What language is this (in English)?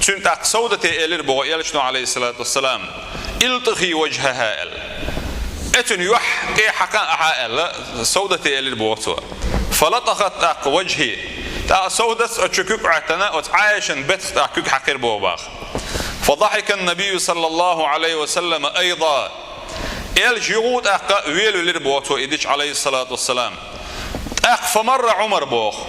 Chechen